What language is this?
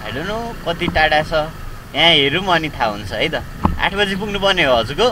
Nepali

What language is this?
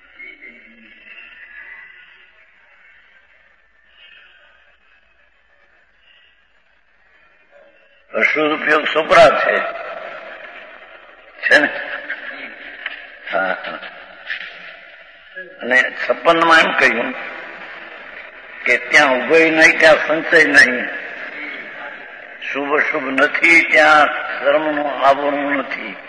Gujarati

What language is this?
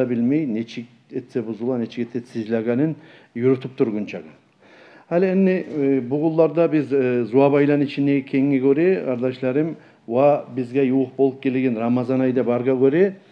Kumyk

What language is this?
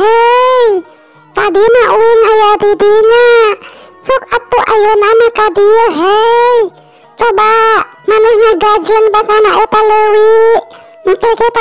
Sundanese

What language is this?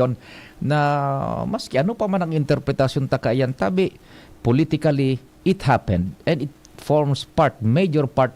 Bikol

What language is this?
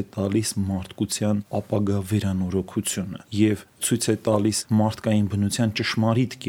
Armenian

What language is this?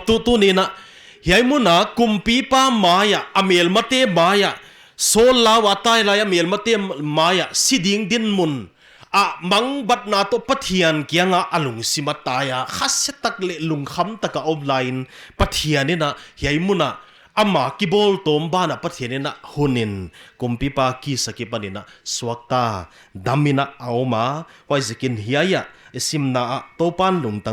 Paite Chin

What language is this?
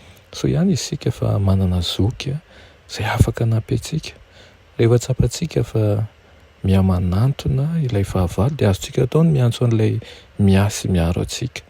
Malagasy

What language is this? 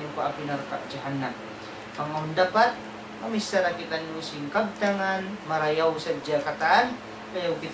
Tausug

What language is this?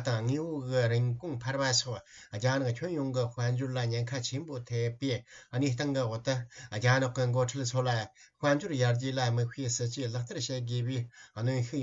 Tibetan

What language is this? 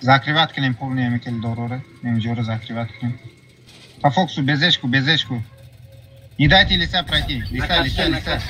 Tajik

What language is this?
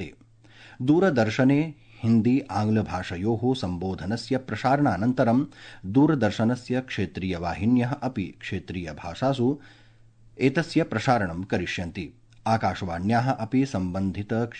Sanskrit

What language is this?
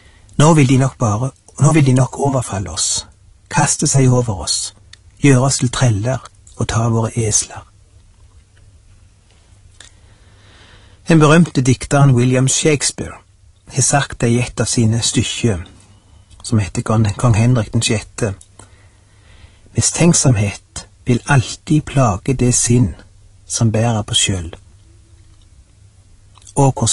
Norwegian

